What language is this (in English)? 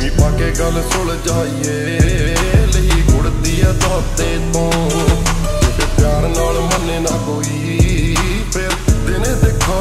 Punjabi